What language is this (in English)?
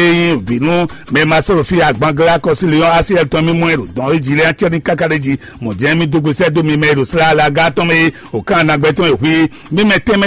Fon